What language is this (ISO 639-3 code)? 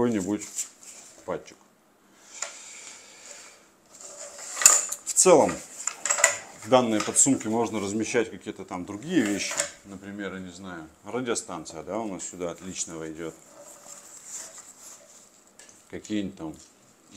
rus